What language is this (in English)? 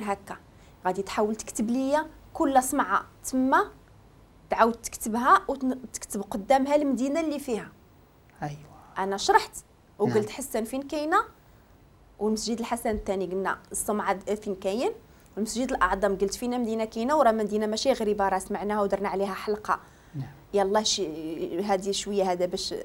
Moroccan Arabic